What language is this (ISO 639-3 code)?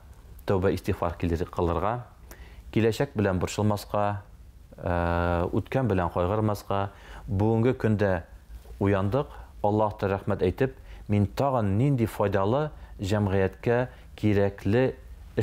tat